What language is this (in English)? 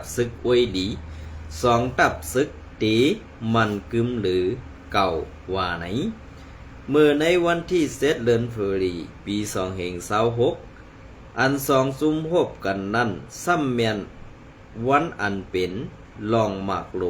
Shan